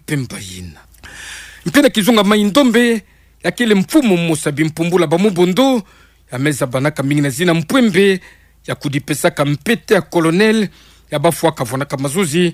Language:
Kituba (Democratic Republic of Congo)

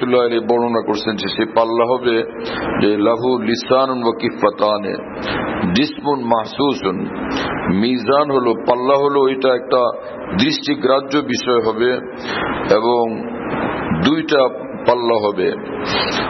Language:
Bangla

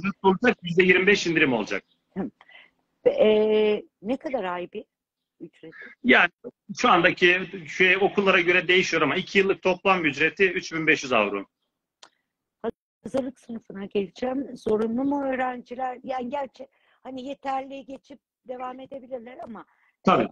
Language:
Turkish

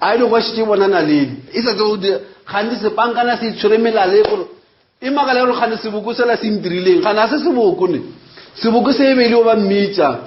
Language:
Northern Sotho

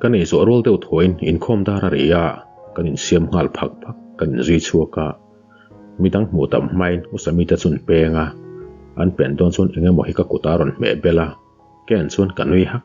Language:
Mizo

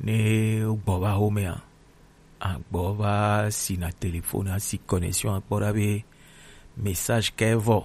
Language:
Gen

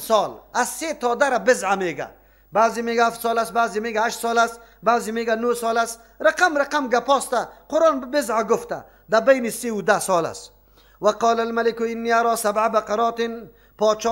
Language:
Persian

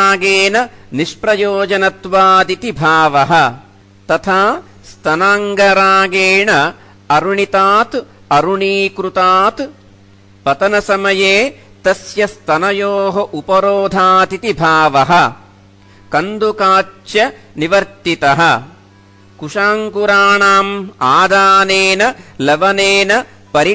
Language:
Sanskrit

